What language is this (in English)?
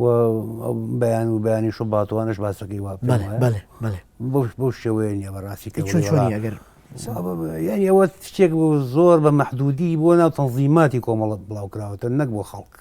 Central Kurdish